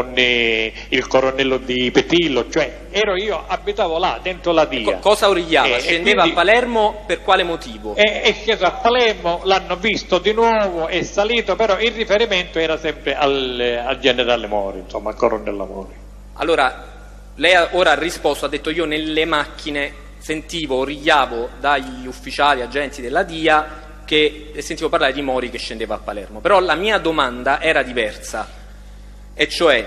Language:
Italian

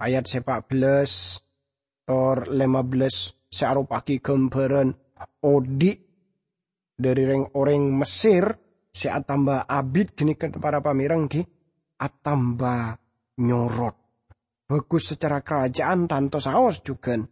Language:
Madurese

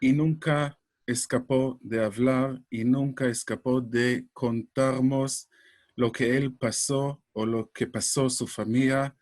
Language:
Ladino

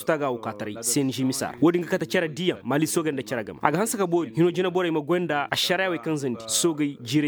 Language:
Koyraboro Senni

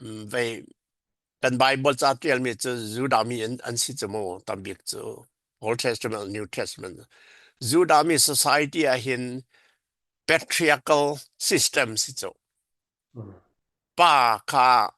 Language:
Falam Chin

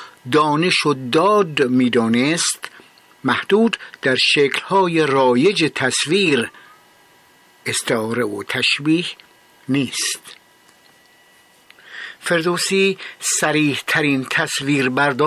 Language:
Persian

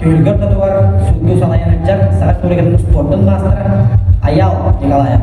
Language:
Yakut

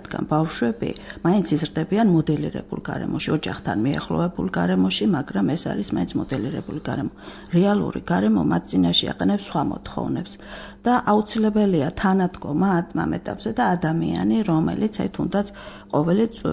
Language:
Georgian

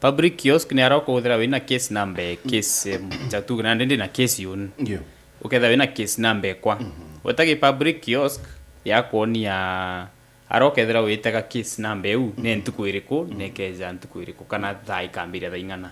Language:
Meru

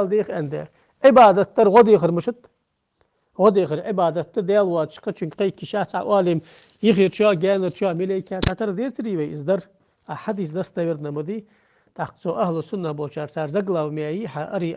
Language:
Ingush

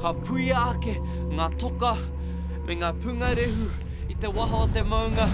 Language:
Māori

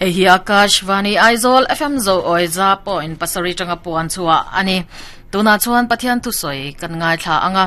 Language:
Mizo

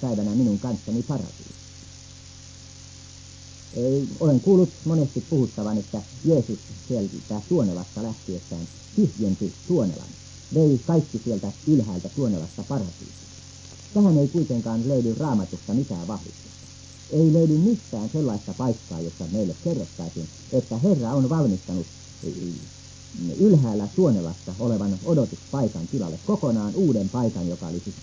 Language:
Finnish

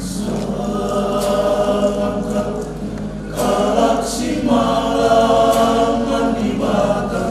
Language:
Batak Karo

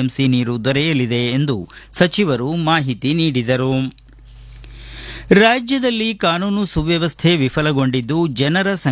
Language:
Kannada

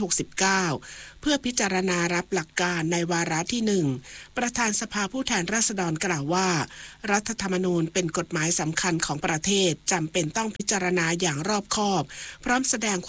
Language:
Thai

